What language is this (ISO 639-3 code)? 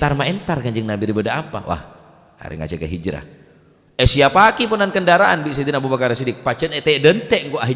mad